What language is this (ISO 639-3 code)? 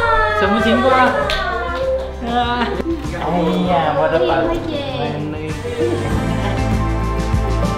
zho